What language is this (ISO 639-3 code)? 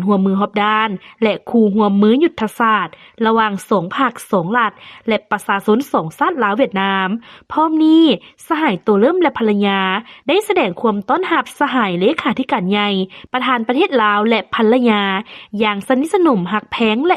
lao